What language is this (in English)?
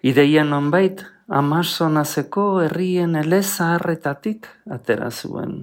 Basque